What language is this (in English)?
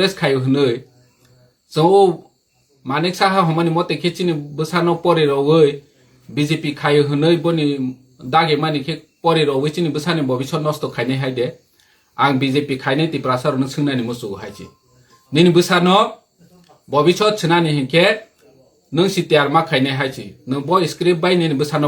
Kok Borok